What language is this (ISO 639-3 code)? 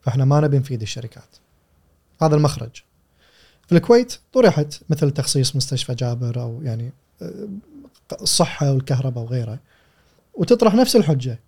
afb